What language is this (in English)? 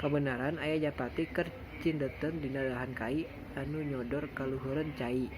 Sundanese